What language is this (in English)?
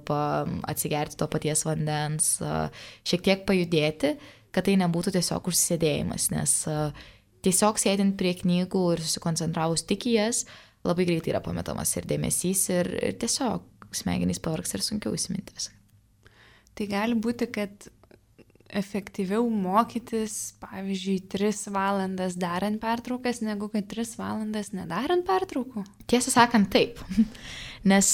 Lithuanian